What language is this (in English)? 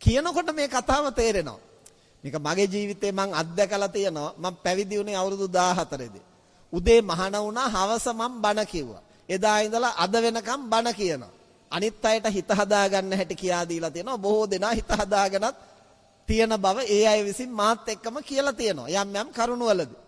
Sinhala